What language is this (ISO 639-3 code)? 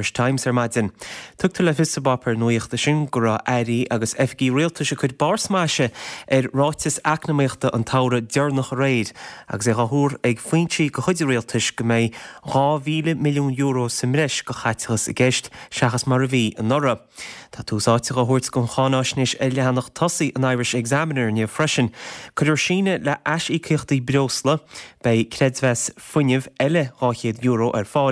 gle